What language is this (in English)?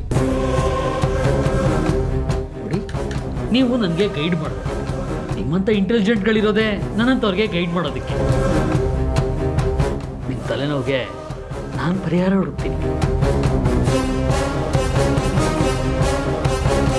Kannada